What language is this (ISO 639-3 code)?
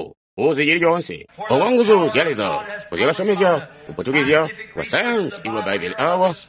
toi